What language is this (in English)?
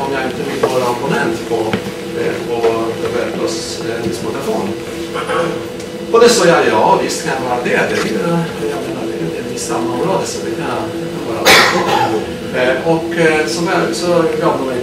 Swedish